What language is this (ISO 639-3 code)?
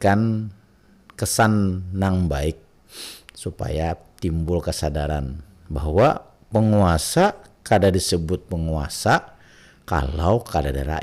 bjn